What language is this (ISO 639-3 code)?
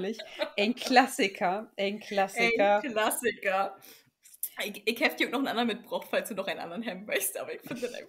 nds